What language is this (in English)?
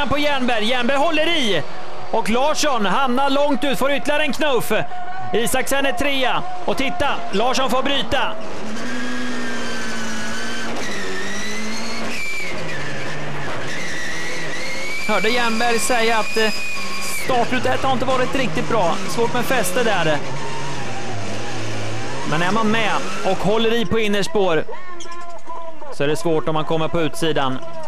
Swedish